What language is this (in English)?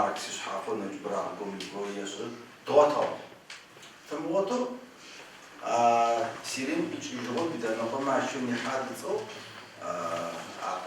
Adyghe